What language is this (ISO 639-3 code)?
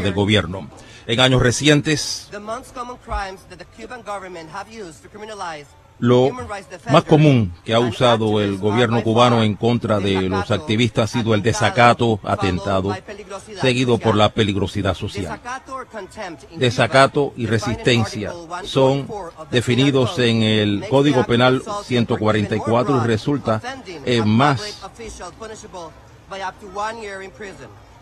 spa